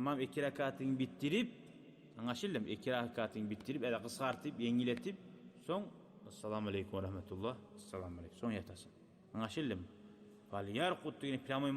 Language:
Kumyk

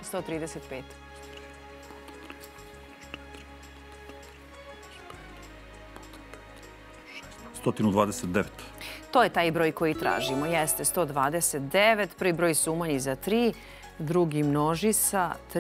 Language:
Serbian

